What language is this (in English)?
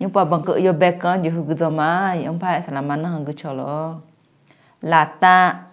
Akha